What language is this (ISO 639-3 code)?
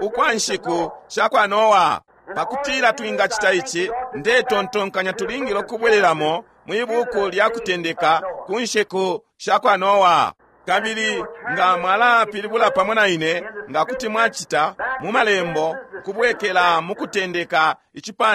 bem